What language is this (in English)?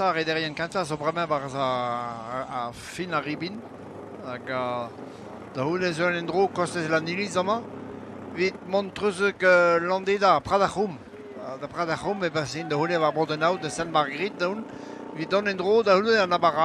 Breton